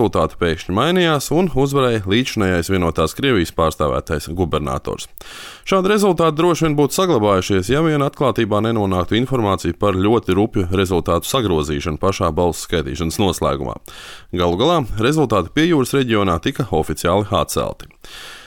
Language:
Latvian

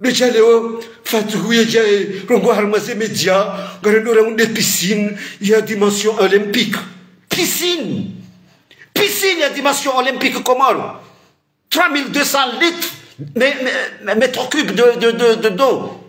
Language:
Ngazidja Comorian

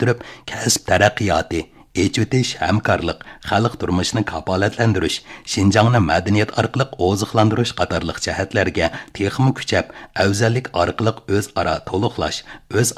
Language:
Uyghur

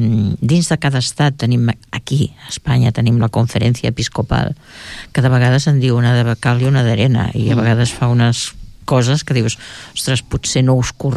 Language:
Catalan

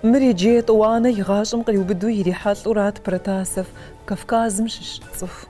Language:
Kabardian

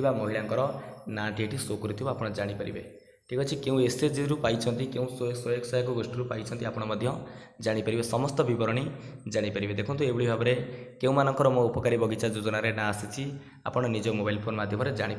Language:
Odia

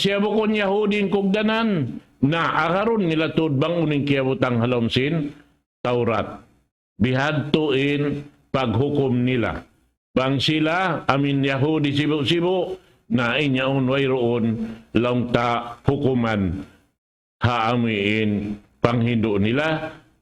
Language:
Tausug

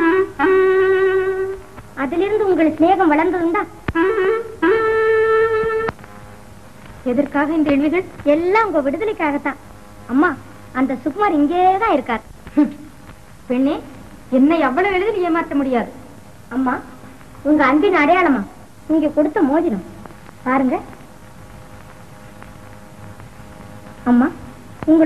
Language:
Tamil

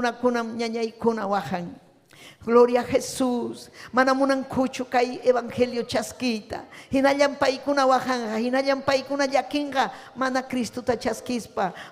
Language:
Ayacucho Quechua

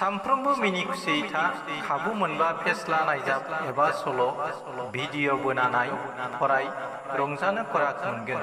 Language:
Bodo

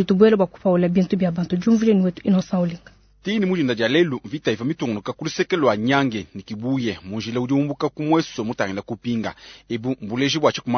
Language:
Luba-Lulua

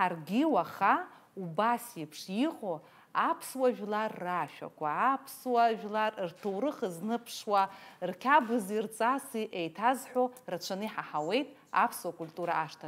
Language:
Abkhazian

